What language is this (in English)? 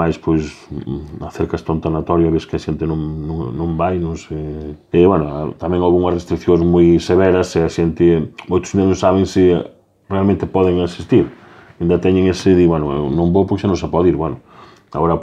Galician